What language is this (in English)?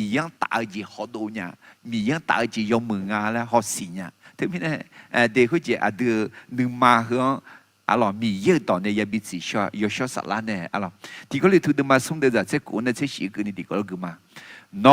Akha